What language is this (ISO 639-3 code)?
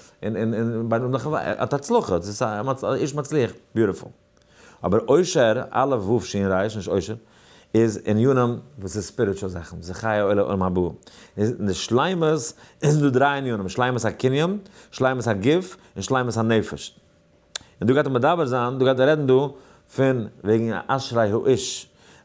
yid